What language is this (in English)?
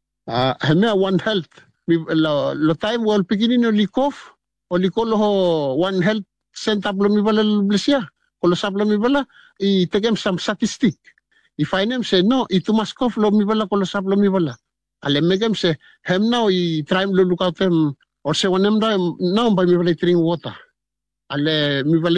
Bislama